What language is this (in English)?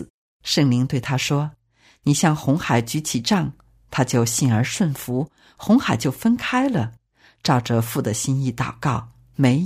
Chinese